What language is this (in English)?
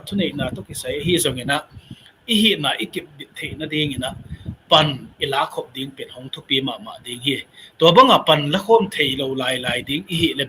Tedim Chin